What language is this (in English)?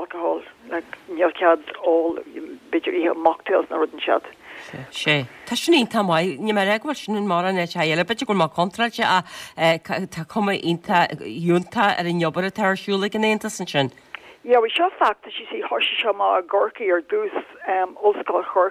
Irish